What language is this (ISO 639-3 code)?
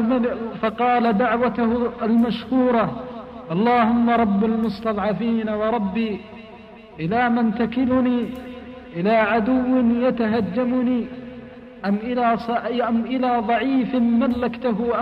ara